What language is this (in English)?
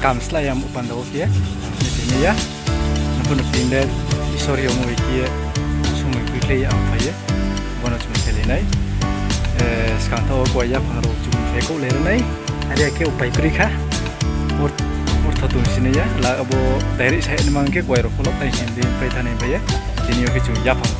Riang (India)